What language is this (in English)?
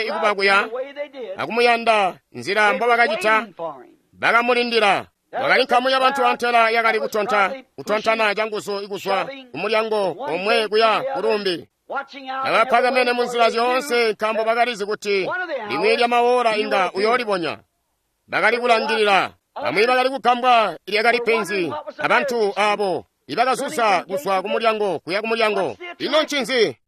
Tonga (Zambia)